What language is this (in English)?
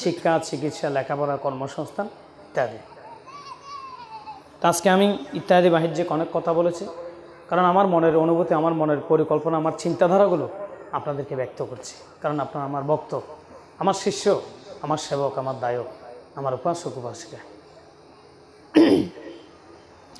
Bangla